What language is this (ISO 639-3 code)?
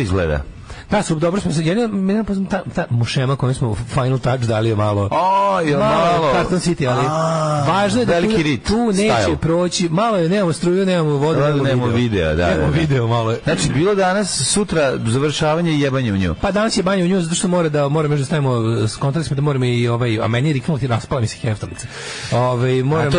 srp